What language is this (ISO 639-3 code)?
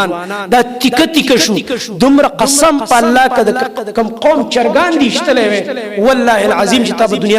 pus